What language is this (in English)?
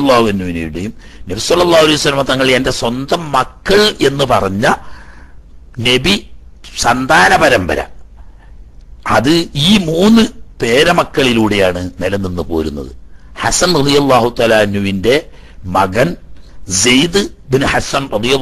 Malayalam